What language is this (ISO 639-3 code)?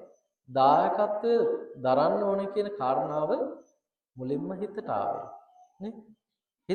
sin